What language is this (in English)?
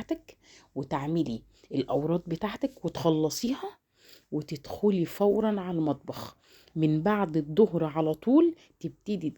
Egyptian Arabic